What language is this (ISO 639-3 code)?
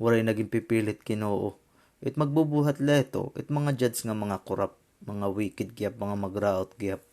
war